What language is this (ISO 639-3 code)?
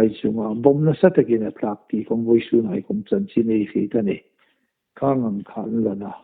hmr